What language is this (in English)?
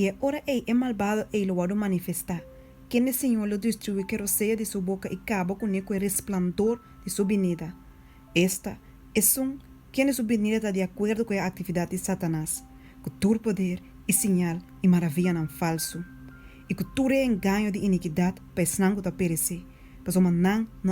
Papiamento